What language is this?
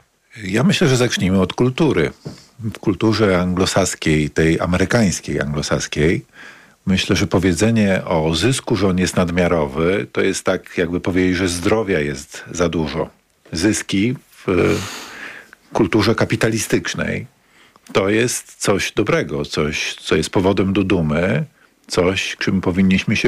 Polish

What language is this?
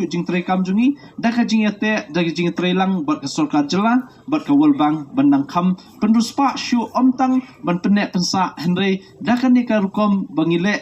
Khasi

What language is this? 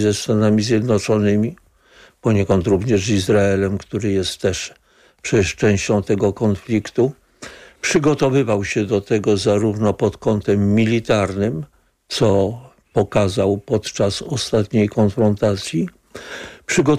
Polish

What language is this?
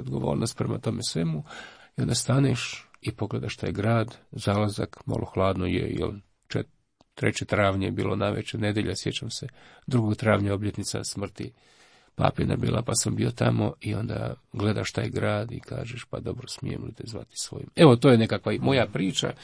Croatian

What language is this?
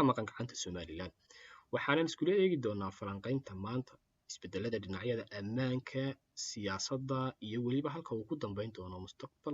Somali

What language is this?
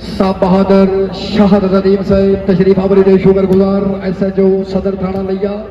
Saraiki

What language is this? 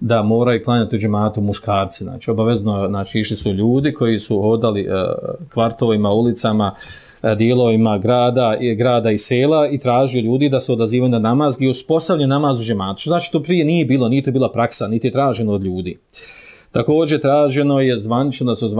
Bosnian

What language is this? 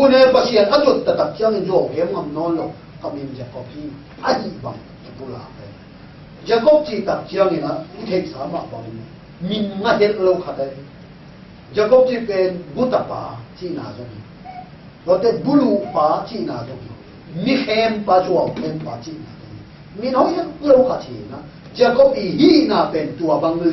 Tedim Chin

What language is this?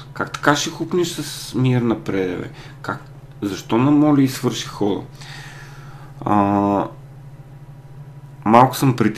Bulgarian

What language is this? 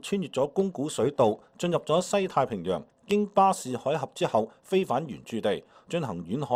Cantonese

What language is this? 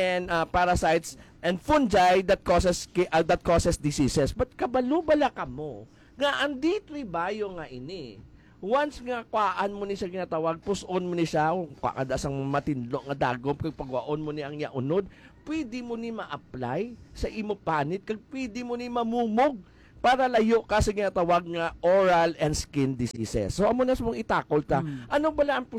Hiligaynon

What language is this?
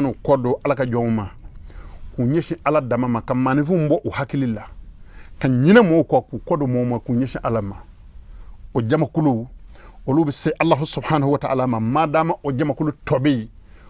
Bambara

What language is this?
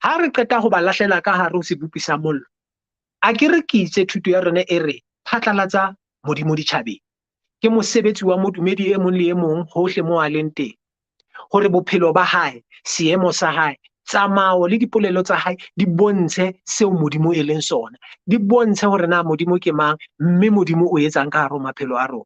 Southern Sotho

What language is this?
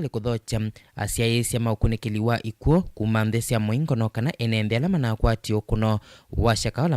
Kamba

